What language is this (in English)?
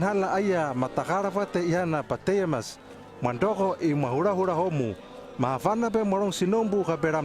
Hano